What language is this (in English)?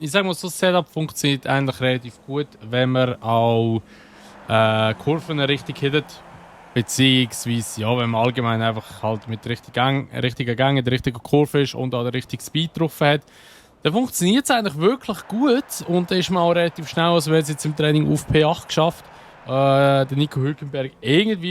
Swiss German